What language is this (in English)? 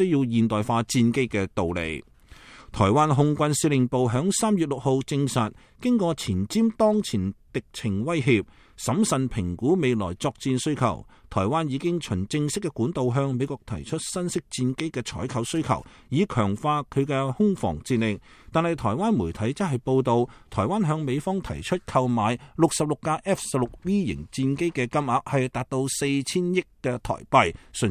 Cantonese